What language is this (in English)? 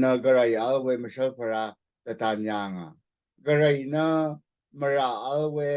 Rawang